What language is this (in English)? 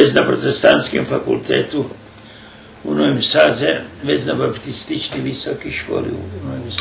Rusyn